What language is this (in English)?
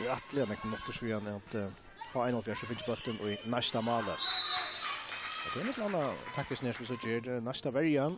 Faroese